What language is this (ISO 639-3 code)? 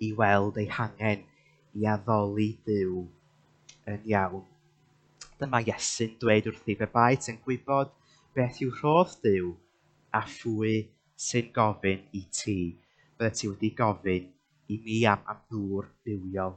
cym